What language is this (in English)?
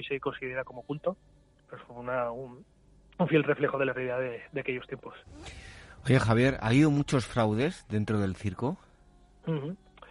Spanish